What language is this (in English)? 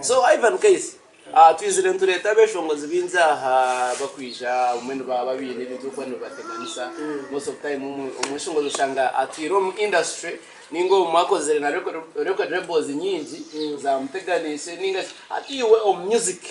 Nyankole